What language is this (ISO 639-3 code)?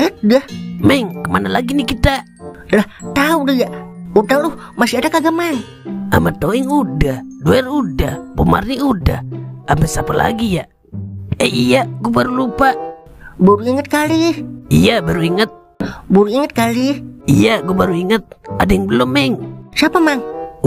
bew